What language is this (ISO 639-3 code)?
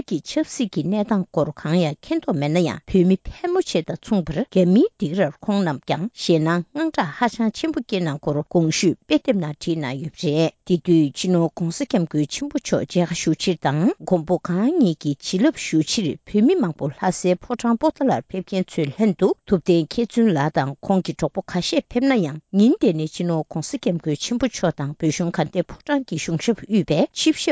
bod